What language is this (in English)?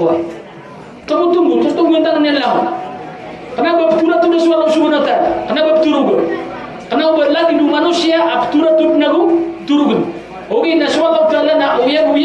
Maranao